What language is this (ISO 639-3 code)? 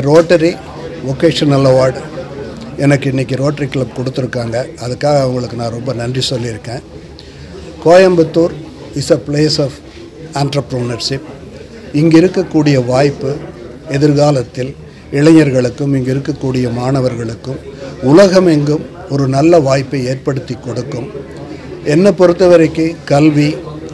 tam